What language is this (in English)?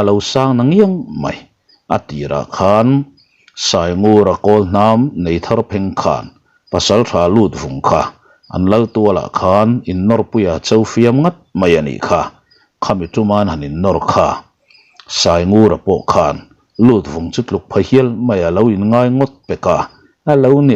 Mizo